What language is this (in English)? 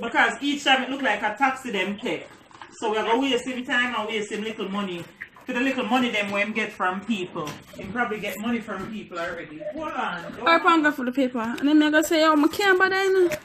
Jamaican Creole English